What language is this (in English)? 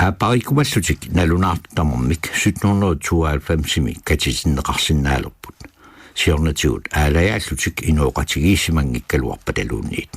Kalaallisut